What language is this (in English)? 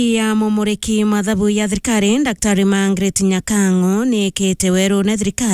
Meru